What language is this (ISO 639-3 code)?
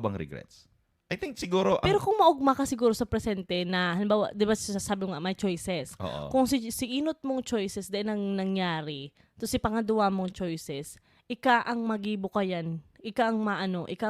bik